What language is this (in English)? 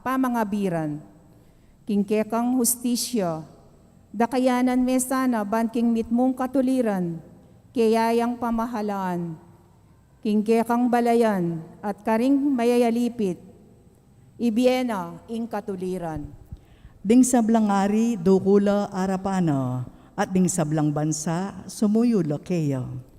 Pampanga